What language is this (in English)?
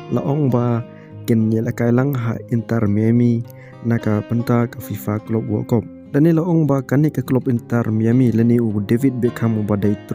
Khasi